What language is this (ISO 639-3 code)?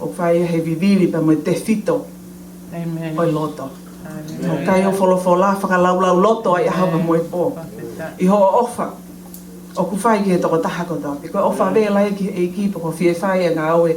ton